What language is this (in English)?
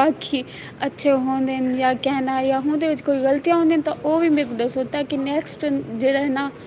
Saraiki